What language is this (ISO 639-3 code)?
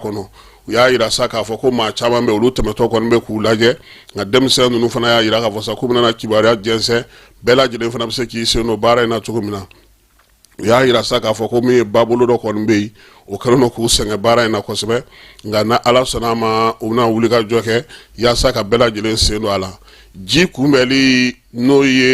bam